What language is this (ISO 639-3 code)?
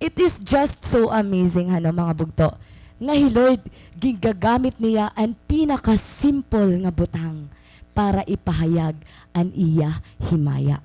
war